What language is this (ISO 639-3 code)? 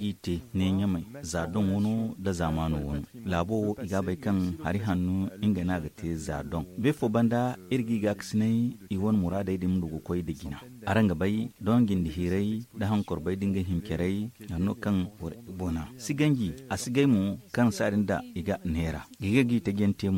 dje